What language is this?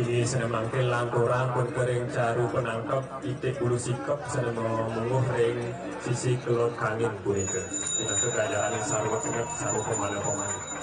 Balinese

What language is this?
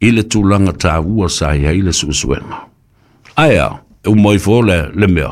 Samoan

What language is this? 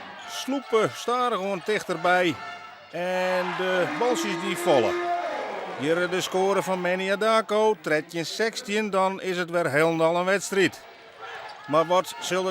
Western Frisian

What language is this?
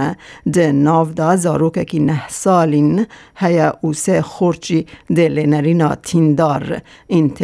Kurdish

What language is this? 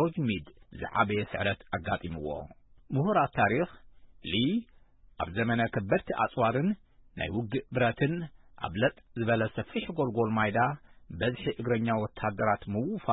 Tigrinya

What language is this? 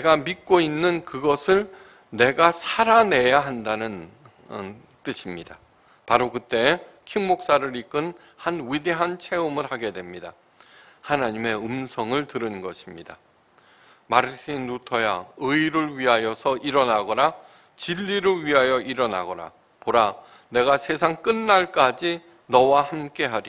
Korean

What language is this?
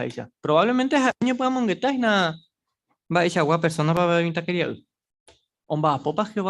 Guarani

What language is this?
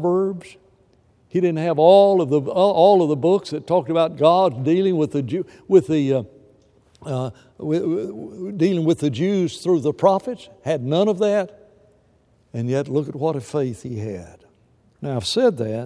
English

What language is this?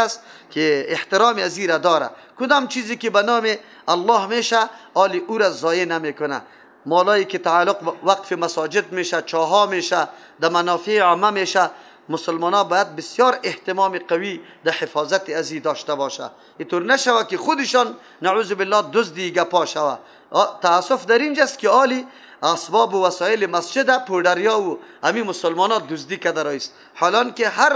Persian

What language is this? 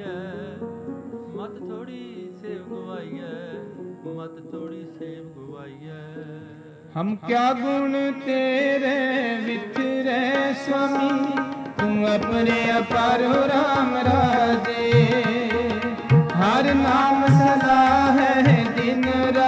Punjabi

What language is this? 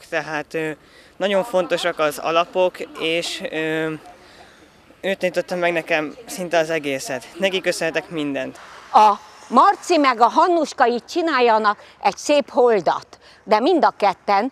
Hungarian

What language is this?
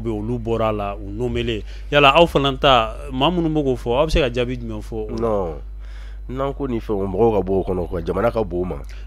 Bambara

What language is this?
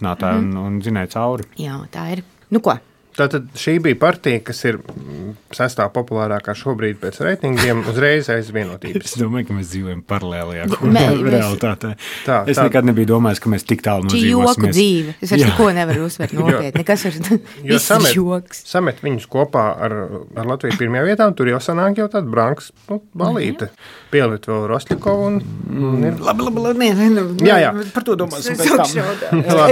Latvian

